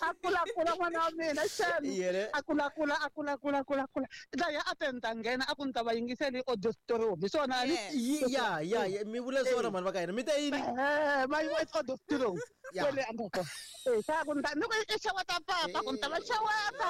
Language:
Tsonga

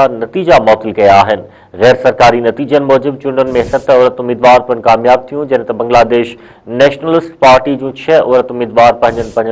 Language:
Sindhi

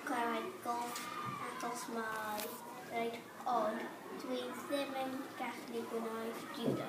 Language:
Welsh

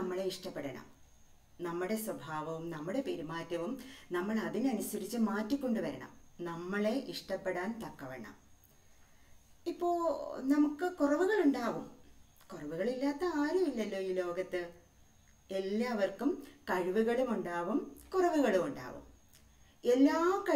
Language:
Malayalam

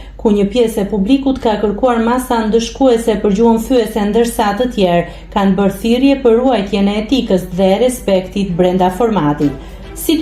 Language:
Albanian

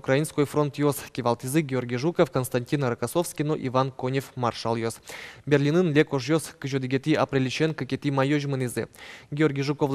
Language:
Udmurt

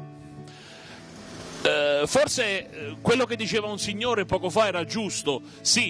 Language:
Italian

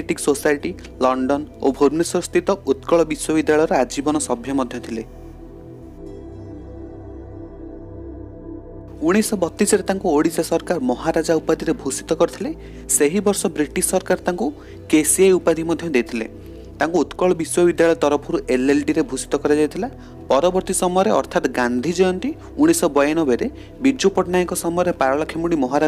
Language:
Odia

